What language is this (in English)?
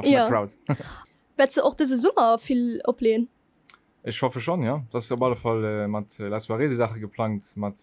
Luxembourgish